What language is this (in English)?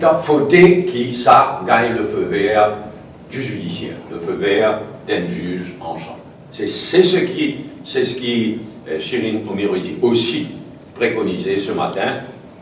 Morisyen